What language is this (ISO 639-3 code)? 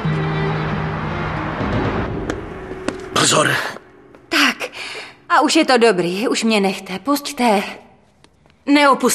ces